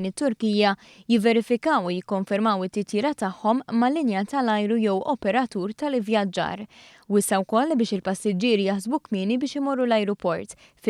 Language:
Maltese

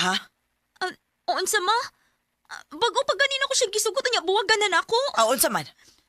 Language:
Cebuano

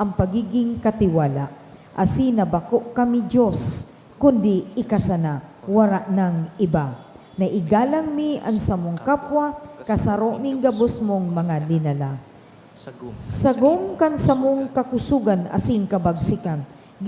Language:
Bikol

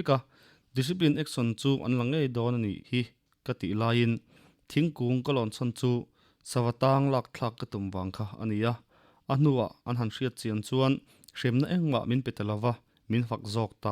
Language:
Mizo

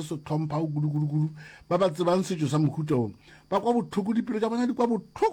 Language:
Northern Sotho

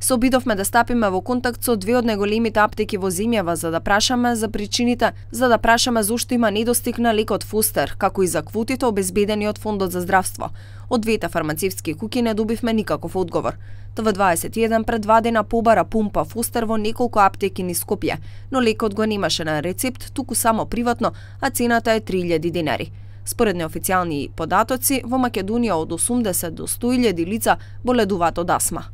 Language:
Macedonian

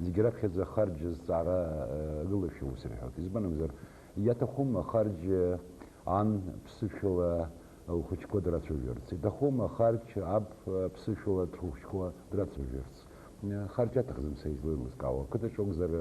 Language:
Abkhazian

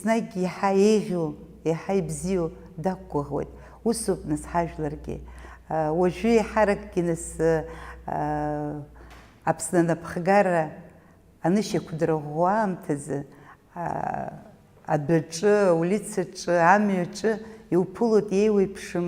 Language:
Abkhazian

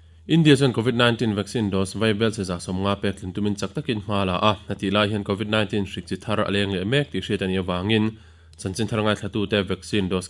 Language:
Mizo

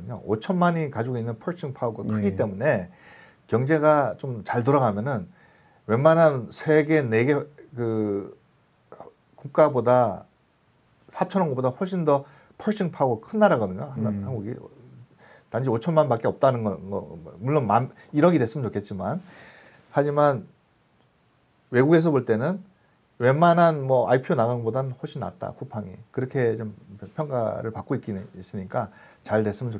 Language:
Korean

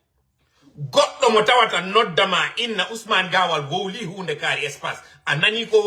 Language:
Fula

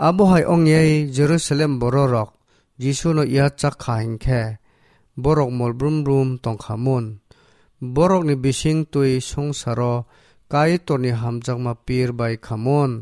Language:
Kok Borok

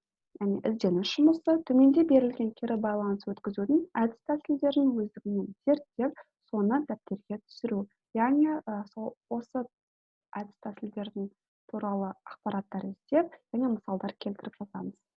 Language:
Kazakh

